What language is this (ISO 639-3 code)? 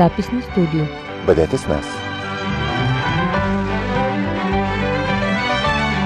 bul